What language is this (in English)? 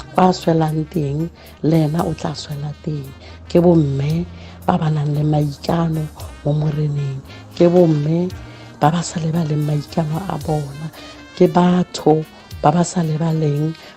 Tswana